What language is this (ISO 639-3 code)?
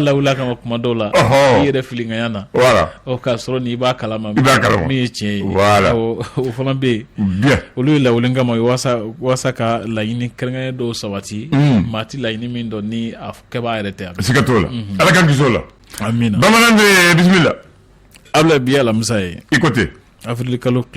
bam